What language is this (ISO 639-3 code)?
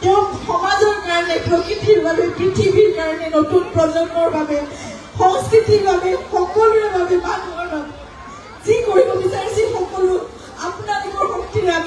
asm